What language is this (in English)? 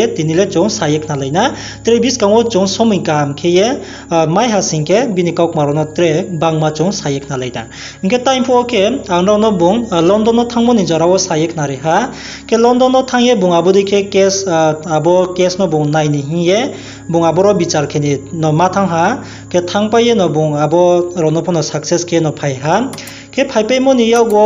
Riang (India)